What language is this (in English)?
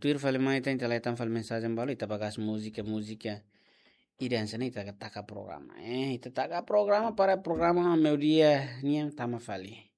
Tetum